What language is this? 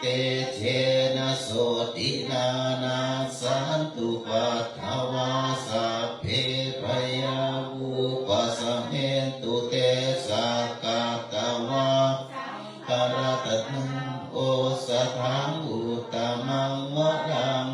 Pali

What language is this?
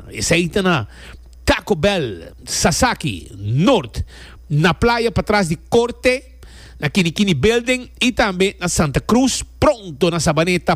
Papiamento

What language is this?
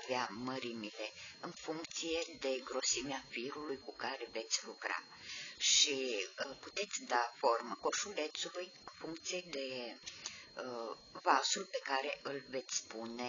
Romanian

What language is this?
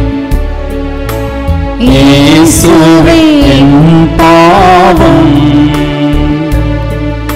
Tamil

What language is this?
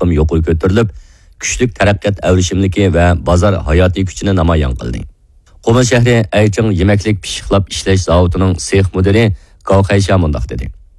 Uyghur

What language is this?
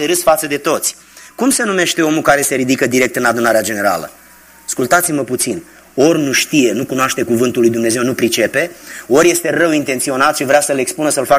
Romanian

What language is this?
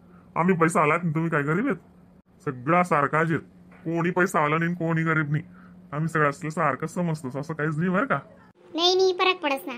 Khandesi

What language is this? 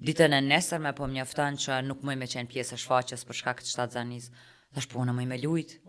Albanian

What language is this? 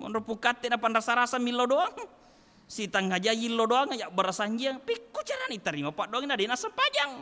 Buginese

